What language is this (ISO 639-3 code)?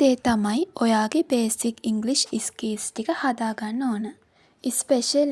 sin